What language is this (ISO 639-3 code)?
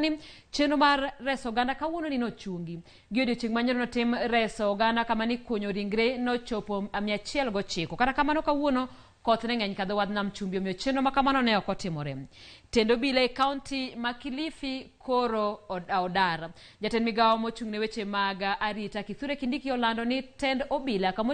luo